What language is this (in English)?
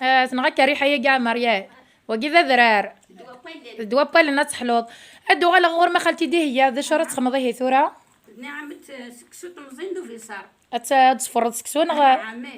Kabyle